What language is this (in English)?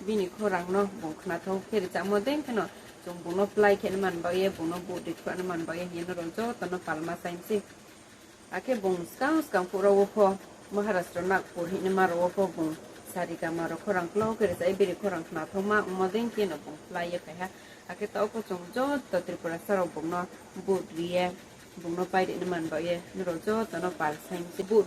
Riang (India)